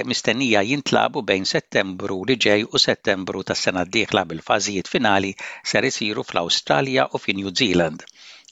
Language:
Maltese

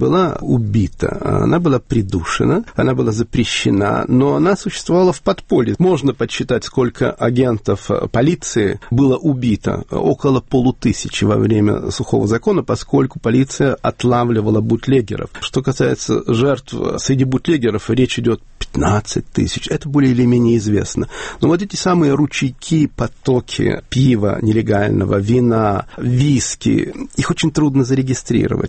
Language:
Russian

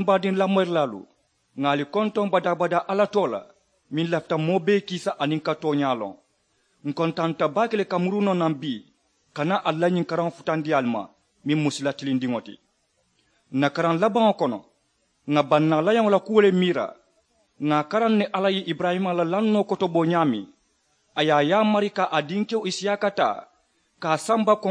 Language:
Mandingo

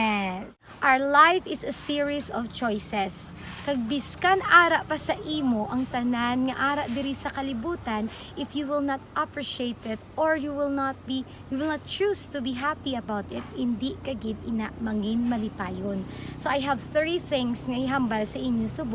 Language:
Hiligaynon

